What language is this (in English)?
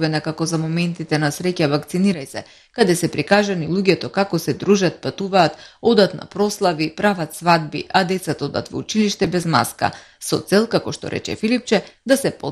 Macedonian